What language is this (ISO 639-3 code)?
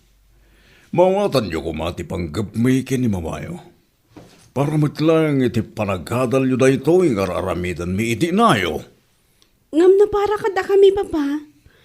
ilo